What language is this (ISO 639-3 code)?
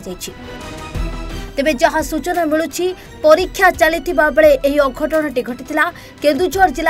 ori